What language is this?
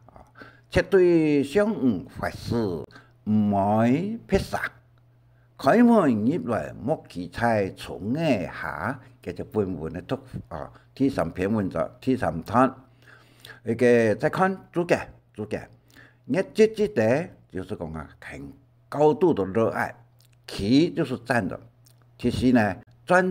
Hakka Chinese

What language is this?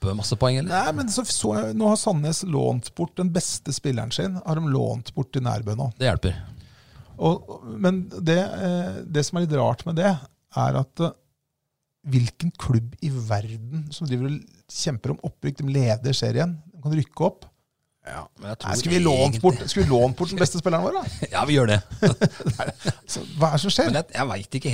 Norwegian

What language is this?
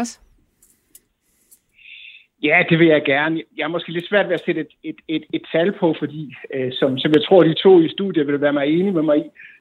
Danish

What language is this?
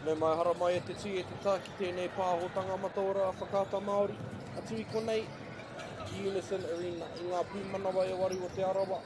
Māori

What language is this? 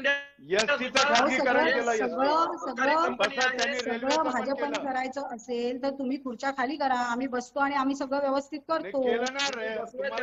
Marathi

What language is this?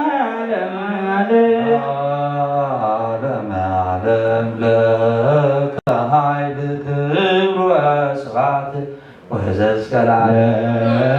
Geez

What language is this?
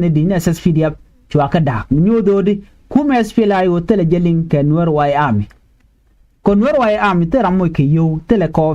Nuer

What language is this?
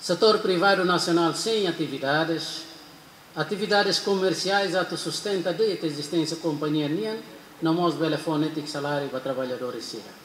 Tetum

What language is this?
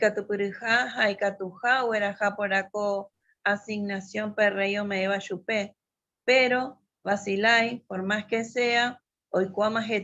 Guarani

